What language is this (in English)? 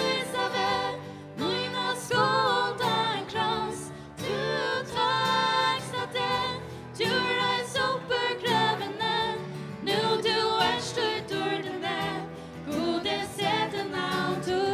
Faroese